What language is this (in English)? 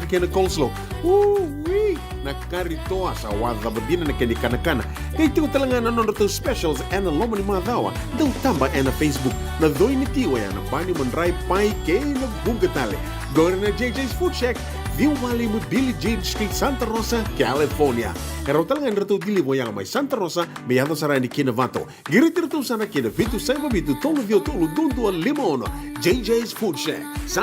Fijian